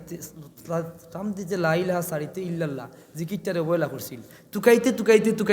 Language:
Sylheti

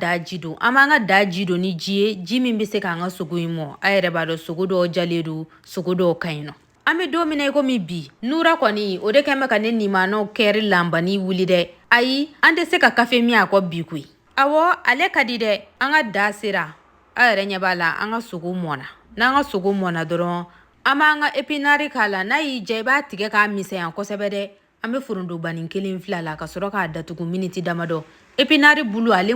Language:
Bambara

